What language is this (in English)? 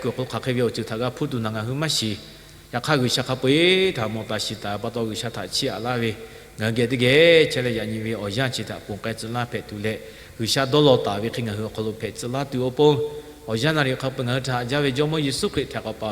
Lahu